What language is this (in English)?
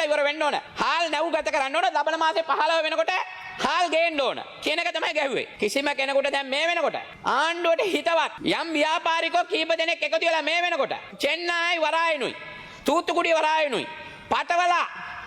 Sinhala